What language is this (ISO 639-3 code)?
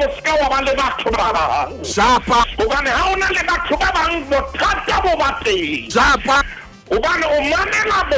sot